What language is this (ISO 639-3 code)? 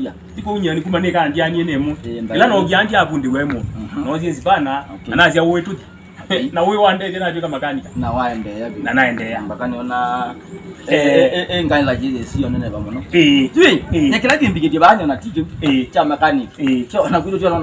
kam